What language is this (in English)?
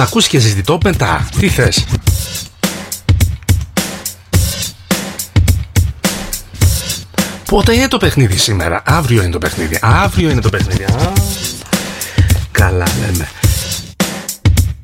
Greek